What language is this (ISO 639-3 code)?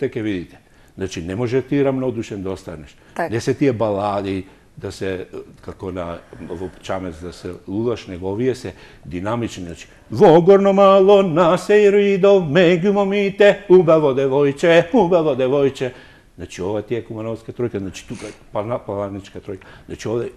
mkd